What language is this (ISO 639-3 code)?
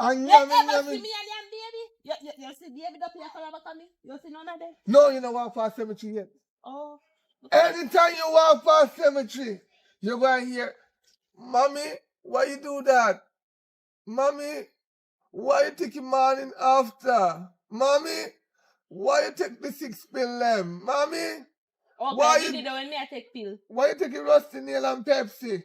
jam